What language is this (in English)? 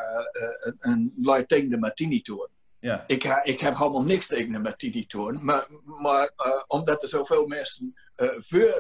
Gronings